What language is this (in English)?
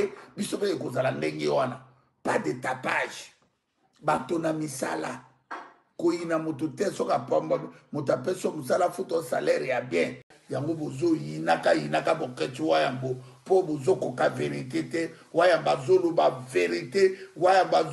Lingala